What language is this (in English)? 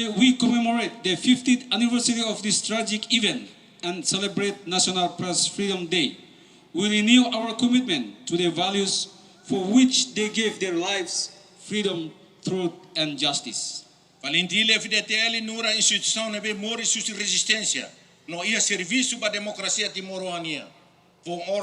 Tetum